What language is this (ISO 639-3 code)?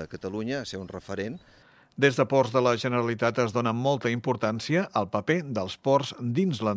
cat